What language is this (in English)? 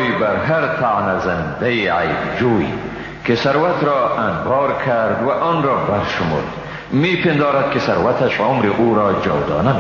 Persian